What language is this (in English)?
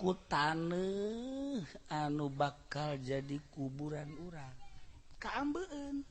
Sundanese